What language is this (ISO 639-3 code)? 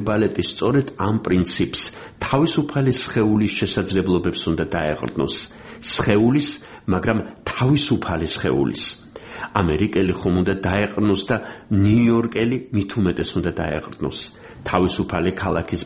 kat